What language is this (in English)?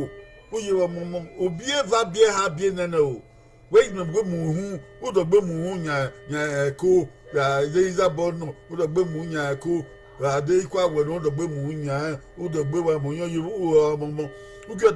Bini